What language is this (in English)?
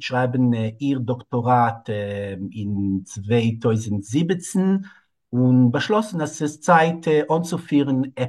Yiddish